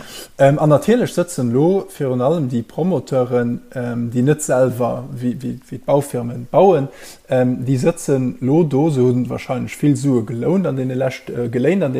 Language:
Luxembourgish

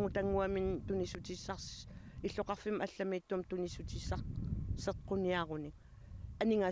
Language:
Kalaallisut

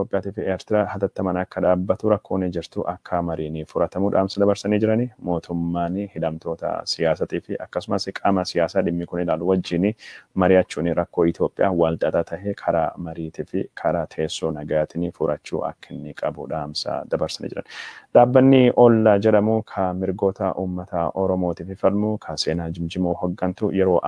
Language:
Oromo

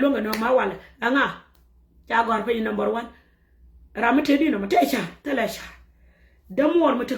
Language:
Nuer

